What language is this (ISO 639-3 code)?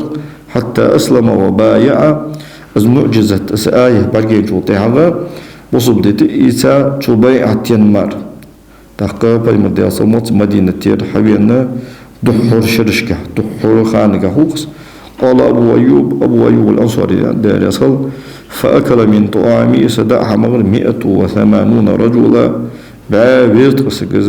inh